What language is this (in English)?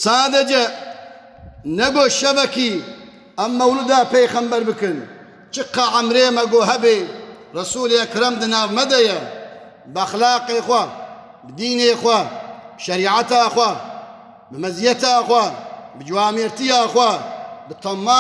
Kurdish